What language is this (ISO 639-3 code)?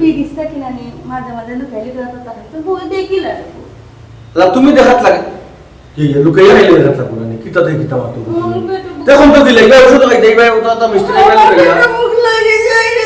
syl